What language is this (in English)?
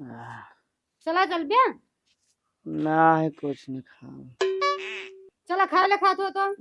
Awadhi